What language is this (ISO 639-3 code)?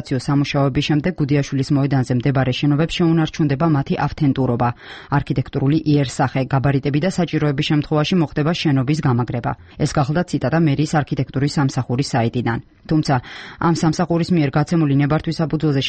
kat